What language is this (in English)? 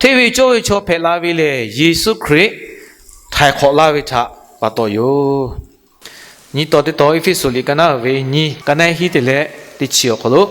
Lahu